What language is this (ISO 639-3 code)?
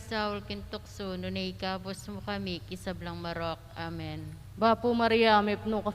pam